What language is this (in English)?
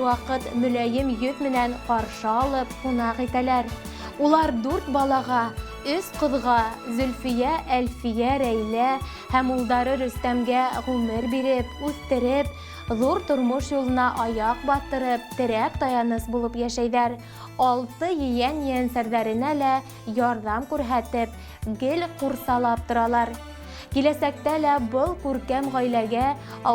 Bashkir